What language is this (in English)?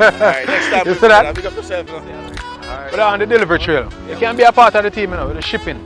Jamaican Creole English